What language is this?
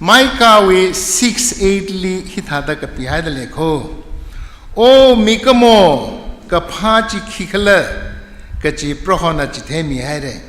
Tangkhul Naga (India)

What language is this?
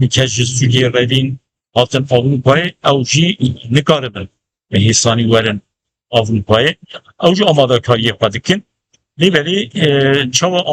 Kurdish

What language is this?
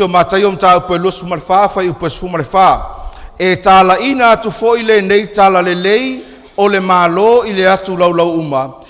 Samoan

